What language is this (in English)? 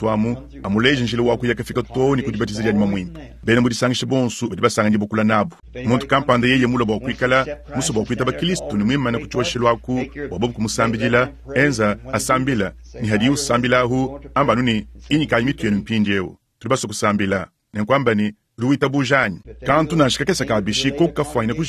Luba-Lulua